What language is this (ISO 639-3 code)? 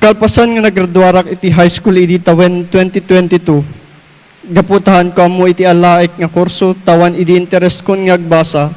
ilo